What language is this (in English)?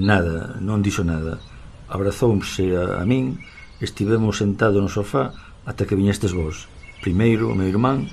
Galician